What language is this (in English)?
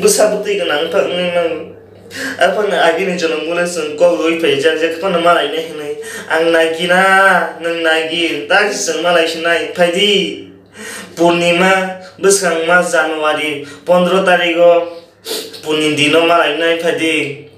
Kok Borok